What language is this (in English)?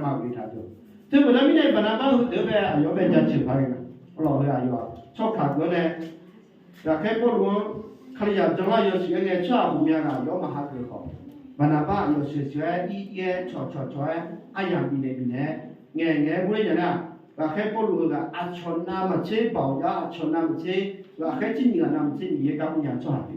Akha